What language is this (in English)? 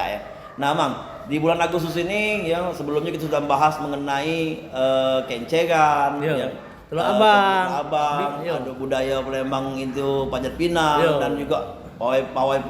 Musi